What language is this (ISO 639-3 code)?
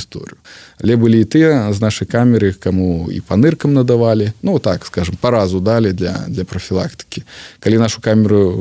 bel